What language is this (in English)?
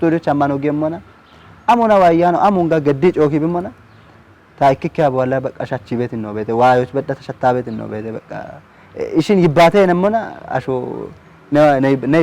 Kafa